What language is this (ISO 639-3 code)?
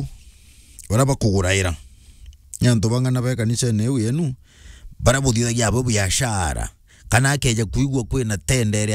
mer